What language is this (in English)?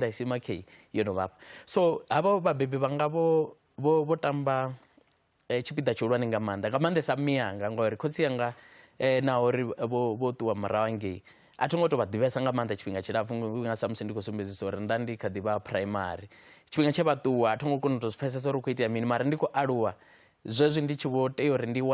Venda